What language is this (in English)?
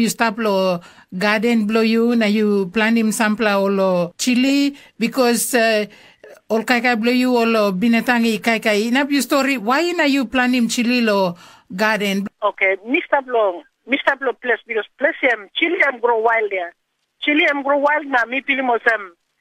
Tok Pisin